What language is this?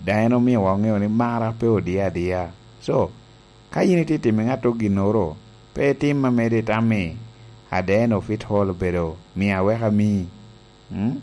Lango (Uganda)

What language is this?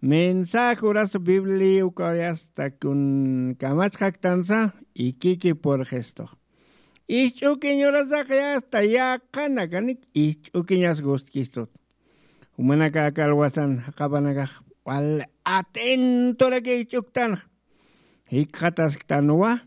Aymara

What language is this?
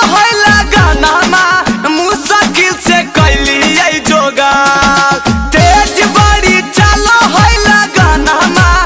Magahi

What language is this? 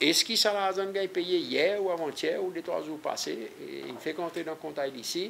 Seselwa Creole French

